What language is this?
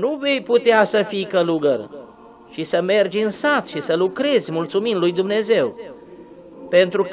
Romanian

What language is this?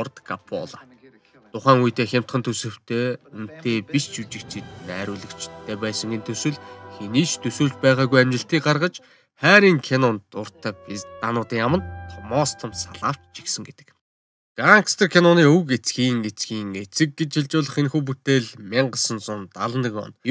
Mongolian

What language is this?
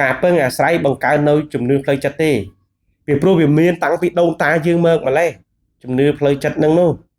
Khmer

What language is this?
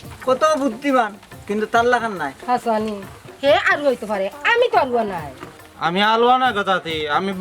Sylheti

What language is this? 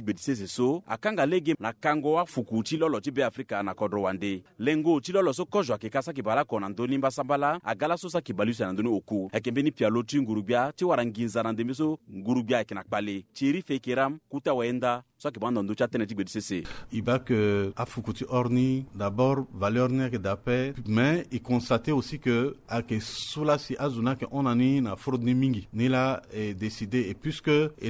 Sango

